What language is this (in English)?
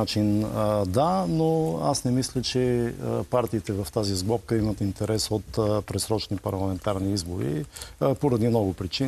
Bulgarian